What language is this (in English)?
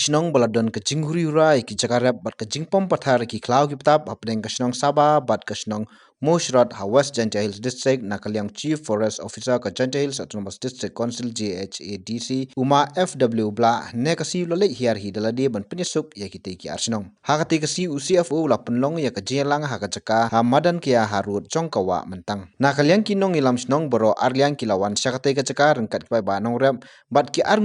Khasi